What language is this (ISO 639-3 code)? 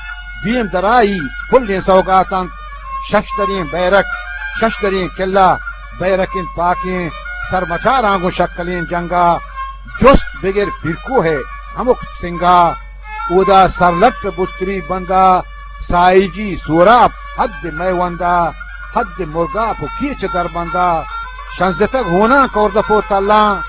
bgp